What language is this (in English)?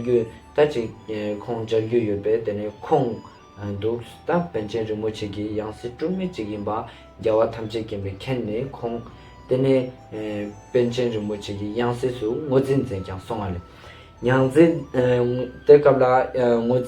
Ladakhi